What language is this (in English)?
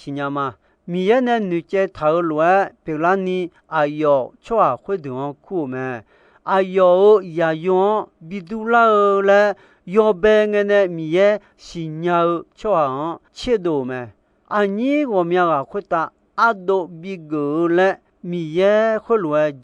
Akha